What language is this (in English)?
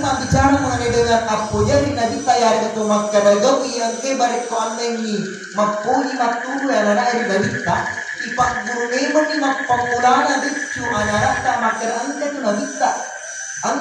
Buginese